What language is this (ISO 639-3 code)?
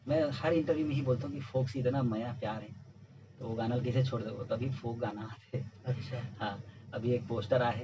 hne